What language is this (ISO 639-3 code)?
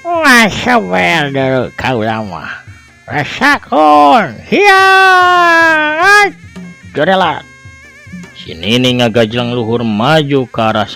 sun